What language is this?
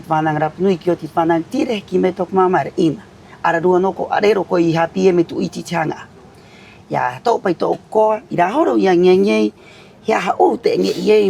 Rapanui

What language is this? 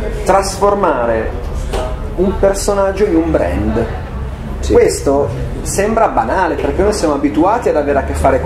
Italian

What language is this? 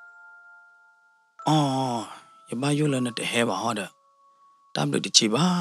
S'gaw Karen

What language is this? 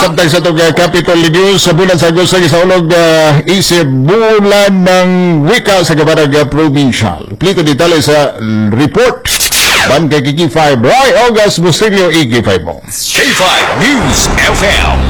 Cebuano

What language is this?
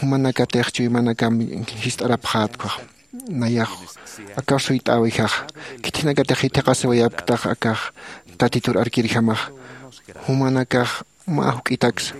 Aymara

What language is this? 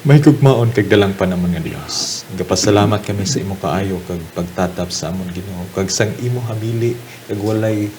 Hiligaynon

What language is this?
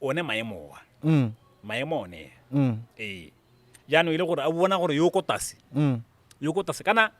Tswana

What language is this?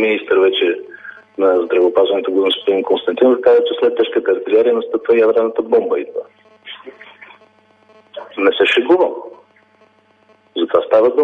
Bulgarian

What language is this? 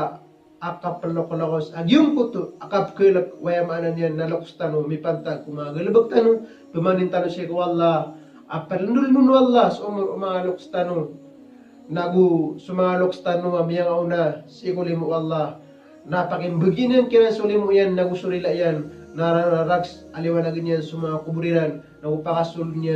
Maranao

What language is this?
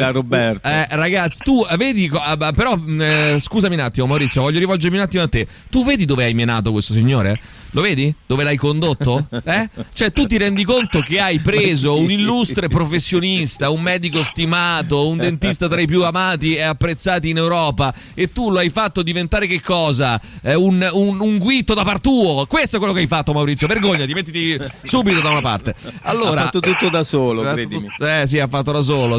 Italian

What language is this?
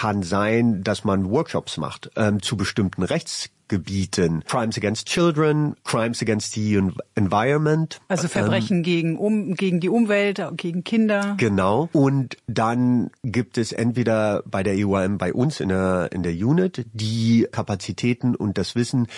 German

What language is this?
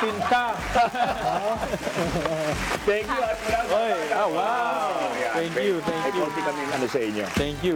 Filipino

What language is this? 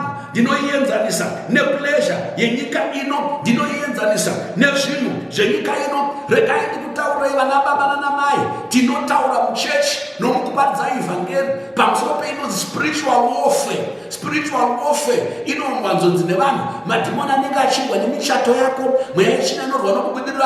Shona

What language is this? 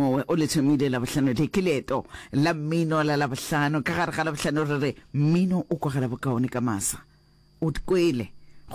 Northern Sotho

